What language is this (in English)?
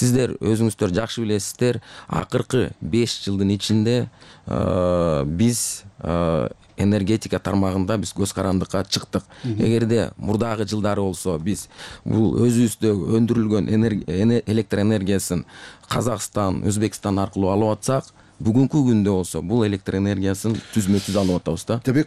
Kyrgyz